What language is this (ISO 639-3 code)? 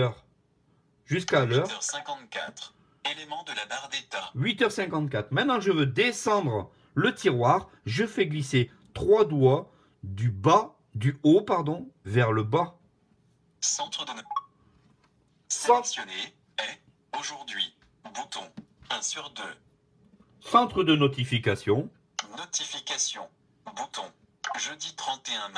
fra